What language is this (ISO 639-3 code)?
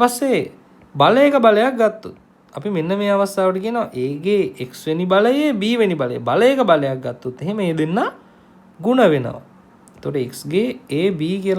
sin